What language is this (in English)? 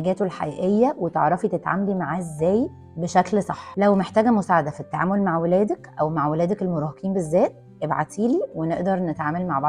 Egyptian Arabic